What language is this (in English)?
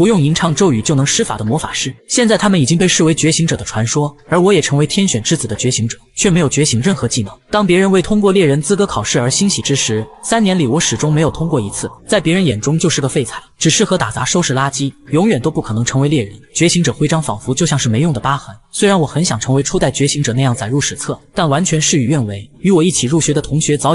Chinese